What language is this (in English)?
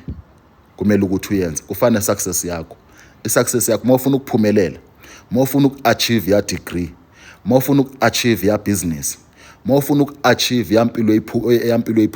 Zulu